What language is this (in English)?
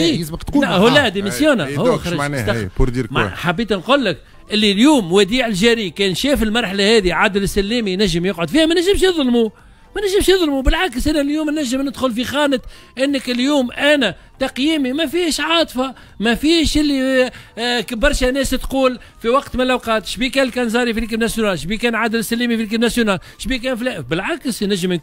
Tunisian Arabic